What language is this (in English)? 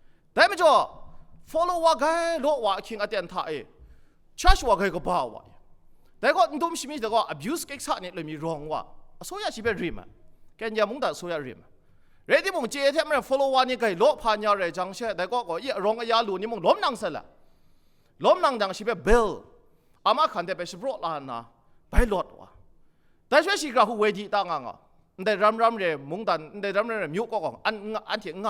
Kachin